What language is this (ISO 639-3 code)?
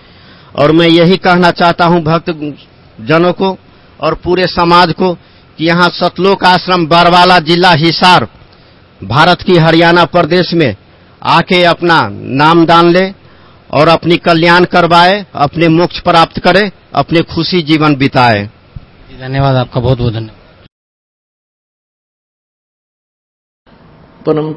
hin